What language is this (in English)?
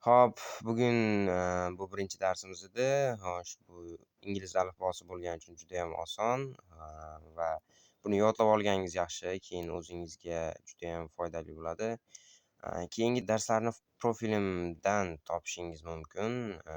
Uzbek